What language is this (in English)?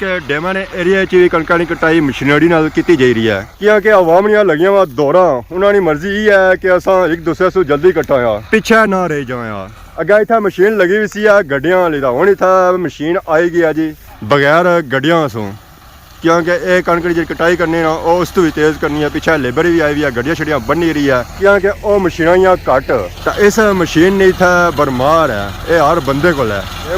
Pahari-Potwari